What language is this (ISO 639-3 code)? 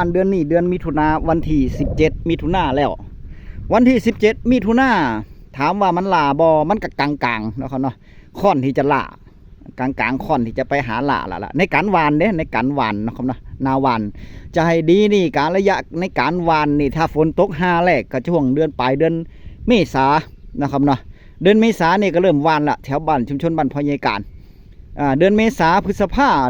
tts